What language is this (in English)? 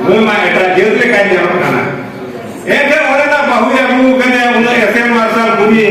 Santali